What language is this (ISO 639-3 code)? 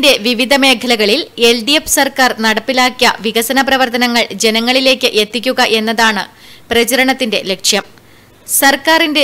mal